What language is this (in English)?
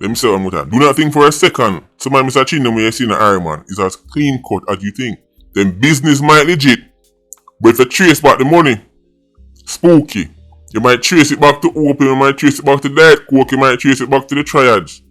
Jamaican Creole English